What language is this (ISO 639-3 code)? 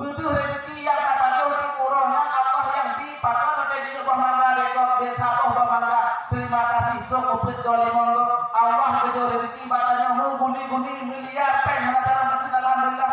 ace